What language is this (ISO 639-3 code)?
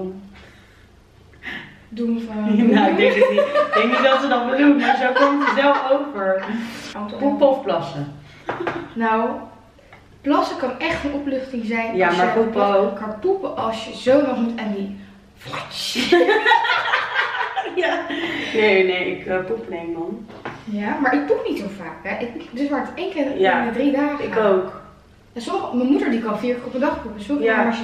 nld